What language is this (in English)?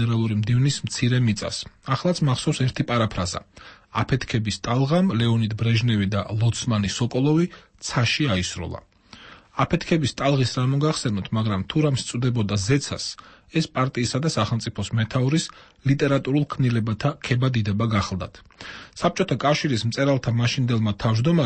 Georgian